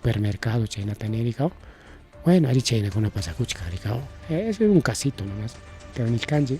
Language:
Ayacucho Quechua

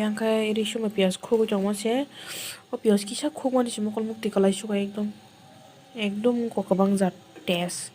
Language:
Kok Borok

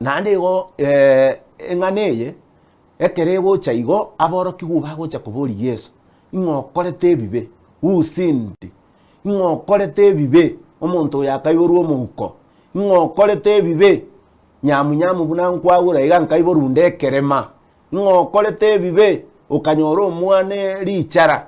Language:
Gusii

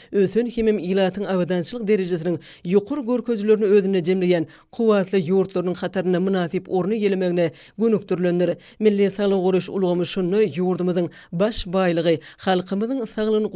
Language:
Turkmen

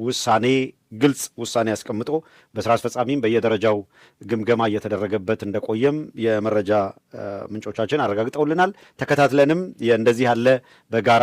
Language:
Amharic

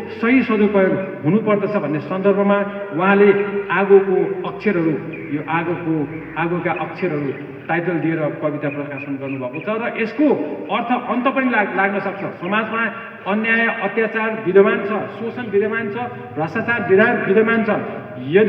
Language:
Nepali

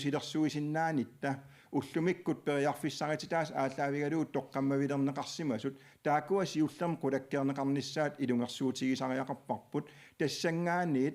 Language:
Kalaallisut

